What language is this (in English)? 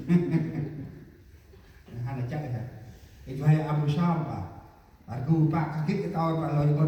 Central Mnong